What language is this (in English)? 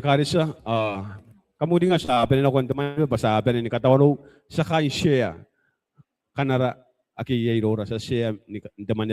Gilbertese